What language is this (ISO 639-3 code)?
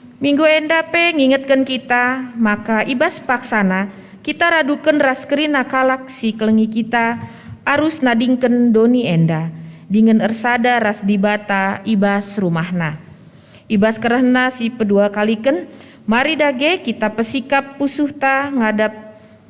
btx